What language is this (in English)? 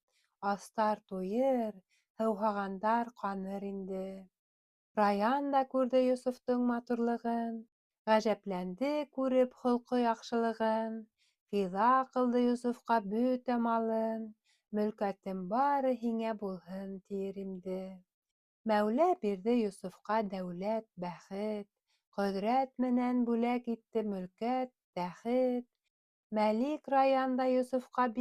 Bashkir